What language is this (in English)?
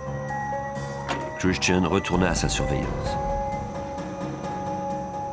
French